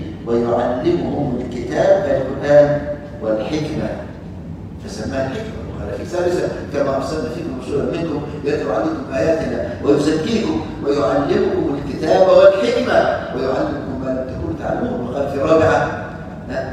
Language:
Arabic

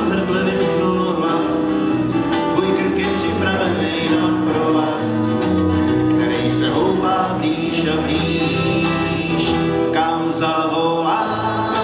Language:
Czech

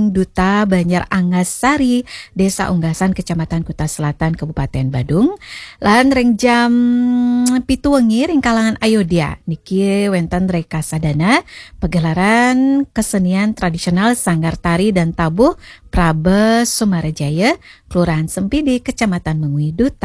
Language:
Balinese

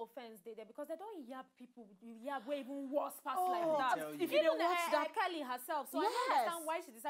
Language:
Nigerian Pidgin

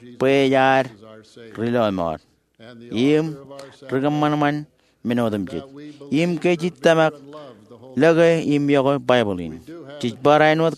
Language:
Marshallese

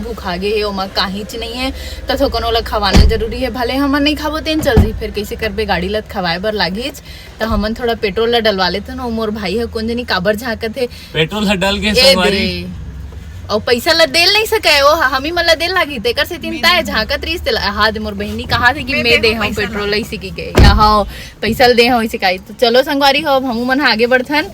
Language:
Chhattisgarhi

